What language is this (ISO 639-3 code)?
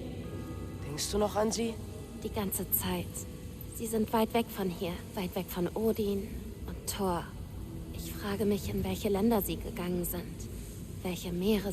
bar